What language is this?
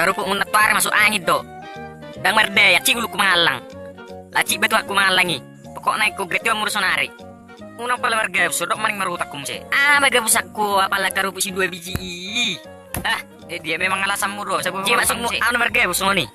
Batak Toba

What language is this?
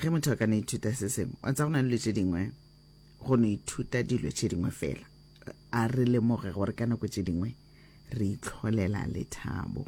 Northern Sotho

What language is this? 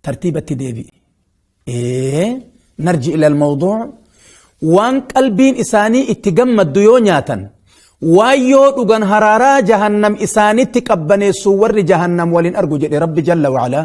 Oromo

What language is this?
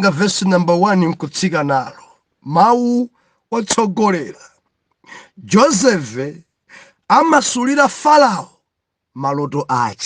Nyanja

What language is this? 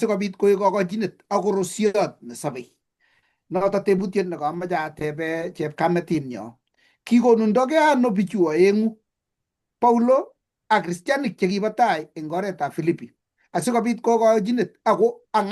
Kalenjin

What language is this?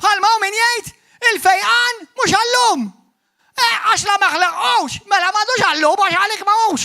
Maltese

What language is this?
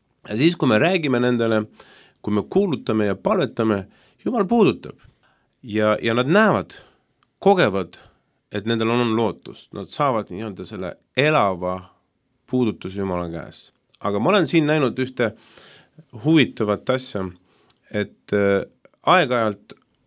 Estonian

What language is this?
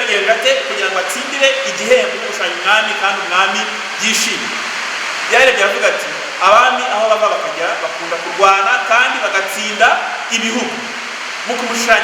Kinyarwanda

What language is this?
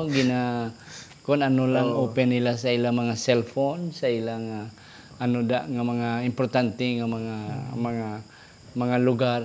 Hiligaynon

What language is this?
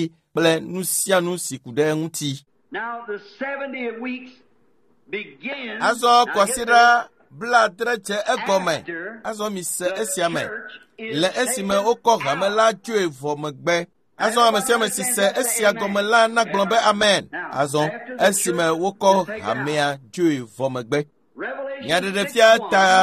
Ewe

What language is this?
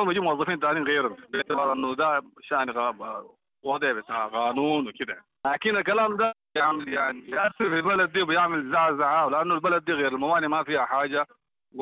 Sudanese Arabic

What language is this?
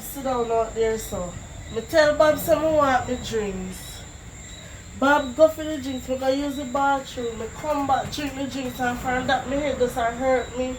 Jamaican Creole English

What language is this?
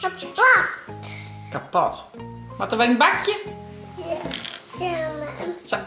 Western Frisian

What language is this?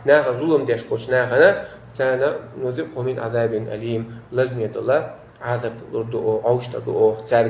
Chechen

